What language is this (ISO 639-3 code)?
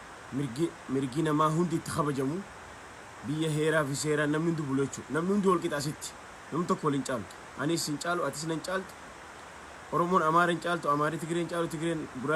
orm